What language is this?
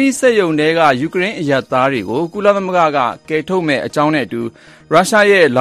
Burmese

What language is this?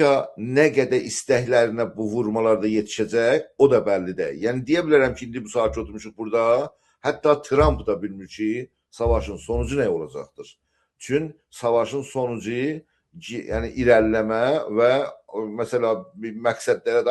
South Azerbaijani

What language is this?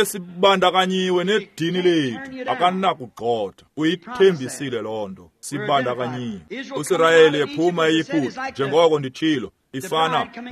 Xhosa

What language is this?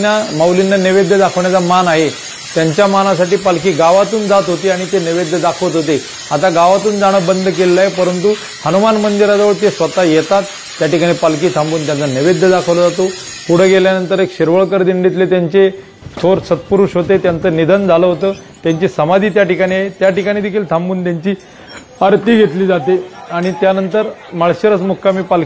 Marathi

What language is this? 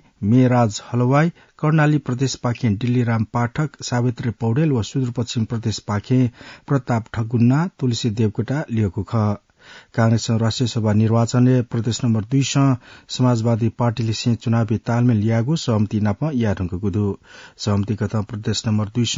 Newari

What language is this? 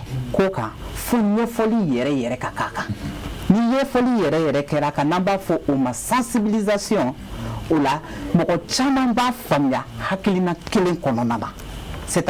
Bambara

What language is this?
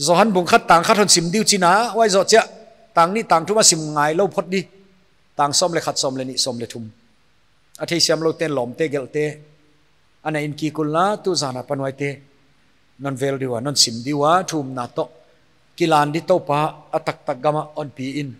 Paite Chin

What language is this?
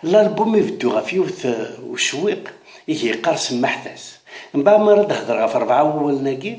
Kabyle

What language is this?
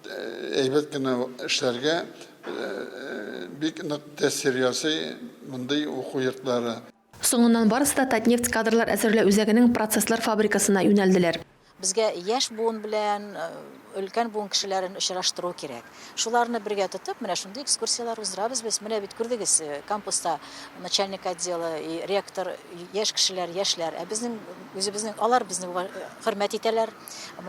Tatar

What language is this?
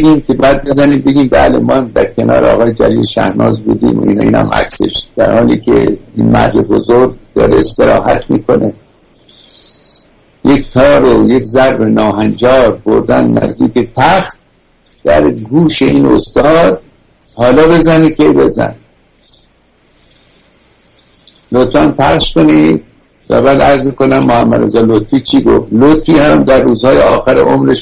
Persian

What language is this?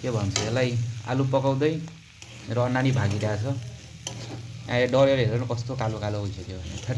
Nepali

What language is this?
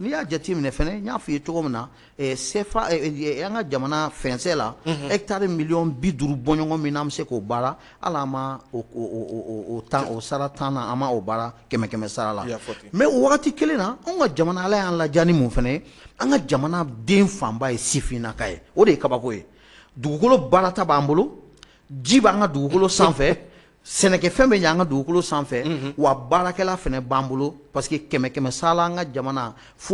Bambara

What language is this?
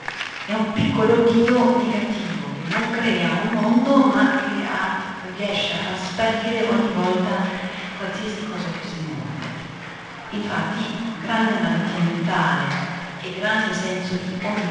Italian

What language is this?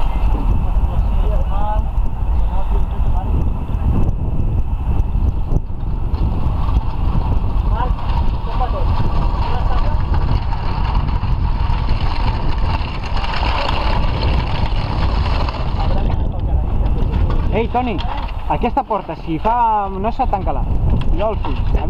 Catalan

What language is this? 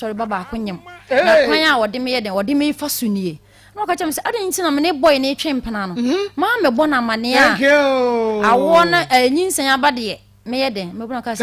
Akan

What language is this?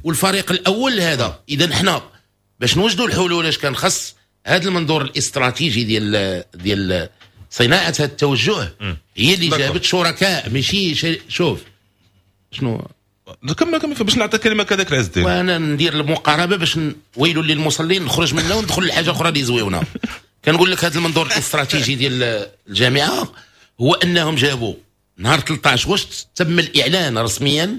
Moroccan Arabic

